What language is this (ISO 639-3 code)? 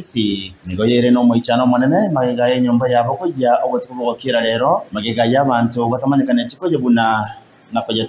guz